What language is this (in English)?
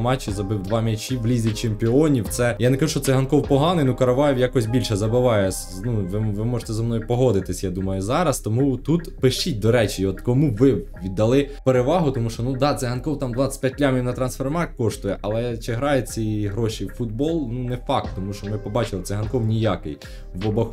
Ukrainian